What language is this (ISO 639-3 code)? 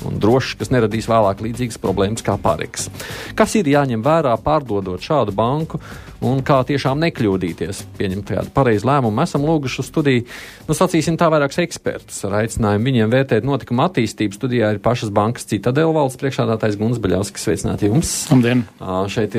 lav